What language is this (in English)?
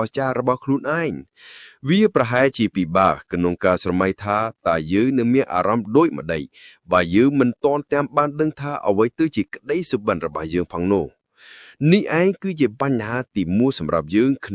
Khmer